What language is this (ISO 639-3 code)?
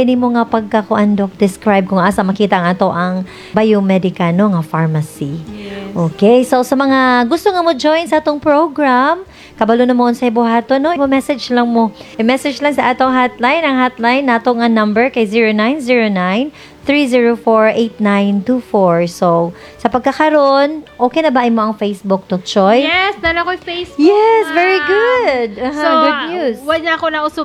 ceb